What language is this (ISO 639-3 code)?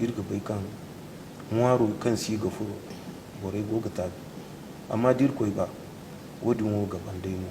dje